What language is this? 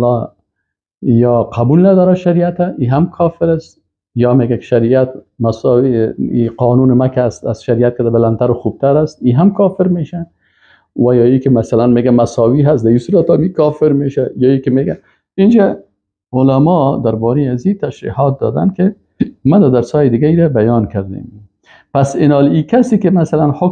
Persian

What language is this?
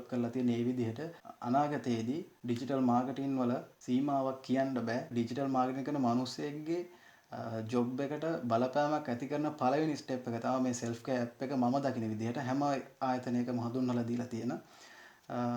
Sinhala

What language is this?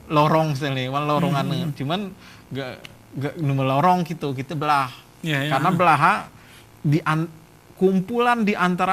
Gayo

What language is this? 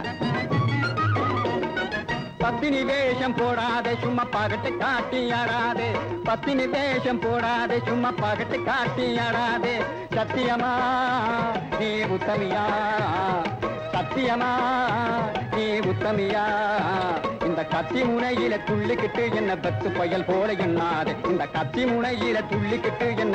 Tamil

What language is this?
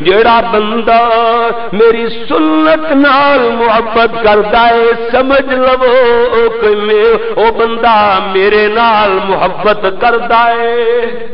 Western Panjabi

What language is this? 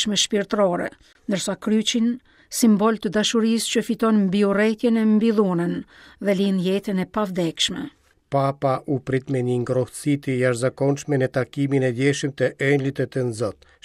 Albanian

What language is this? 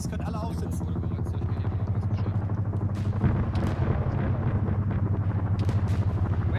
German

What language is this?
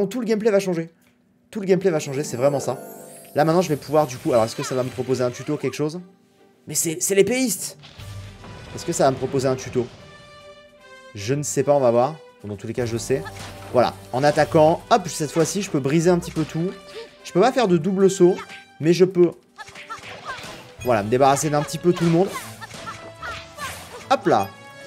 French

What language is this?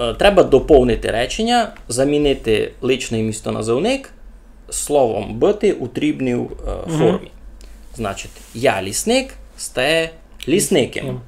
Rusyn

